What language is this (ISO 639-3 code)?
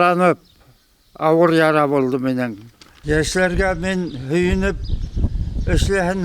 bak